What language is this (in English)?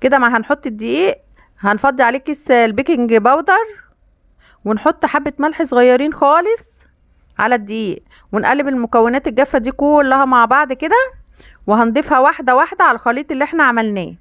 Egyptian Arabic